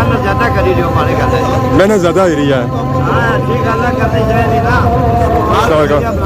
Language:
Pahari-Potwari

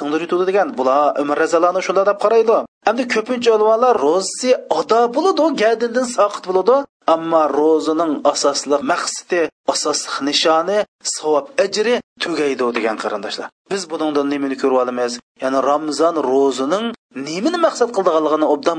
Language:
Uyghur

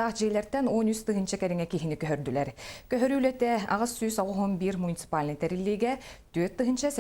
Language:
Yakut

